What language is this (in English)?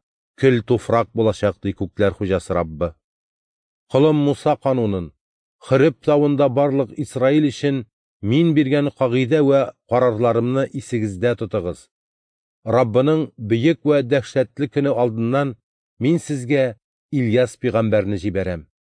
Tatar